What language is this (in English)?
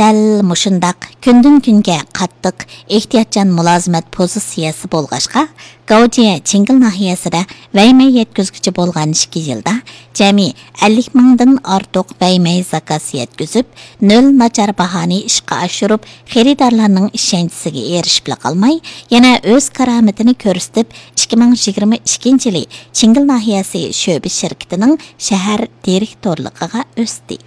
Uyghur